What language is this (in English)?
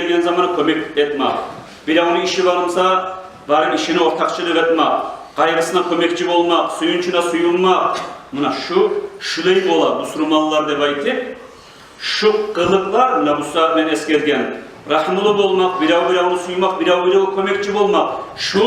Kumyk